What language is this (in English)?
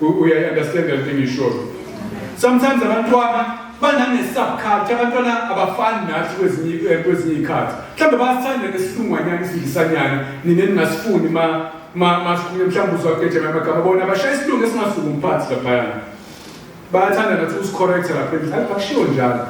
Zulu